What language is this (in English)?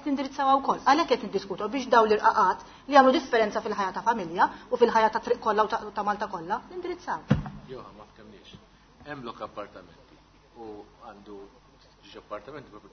Maltese